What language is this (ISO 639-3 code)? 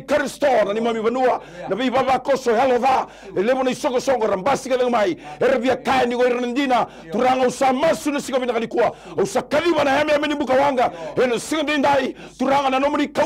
fij